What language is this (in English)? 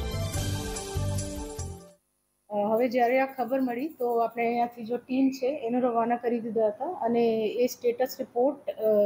Gujarati